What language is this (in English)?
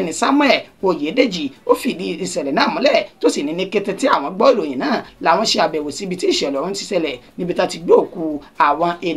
Yoruba